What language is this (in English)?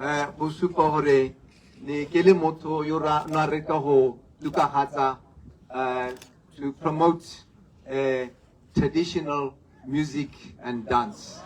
Tswana